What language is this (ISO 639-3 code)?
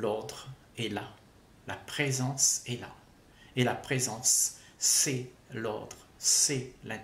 fra